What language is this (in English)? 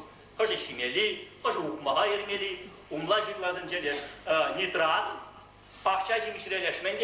Chuvash